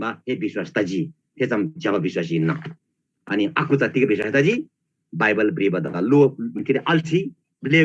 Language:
Eastern Tamang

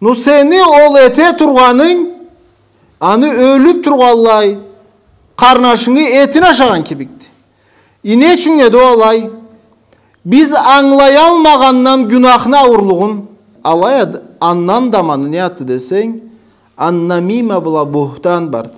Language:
Karachay-Balkar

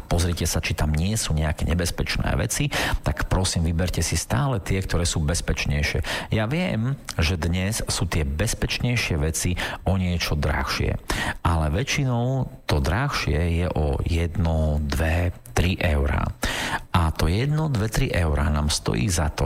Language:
Slovak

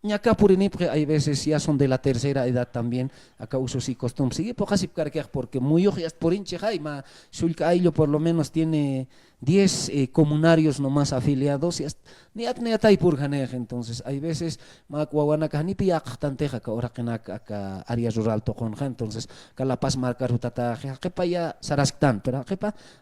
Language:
Aymara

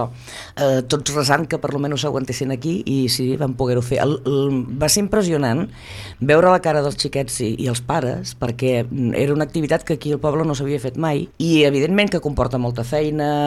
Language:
Catalan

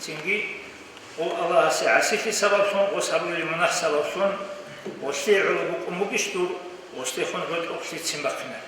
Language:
Avaric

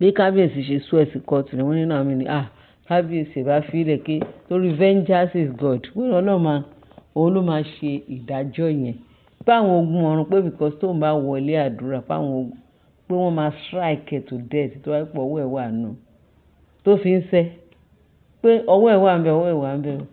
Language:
Yoruba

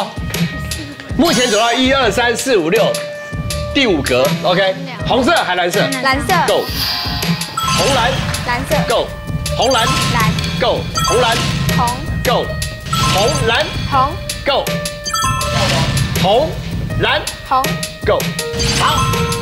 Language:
Chinese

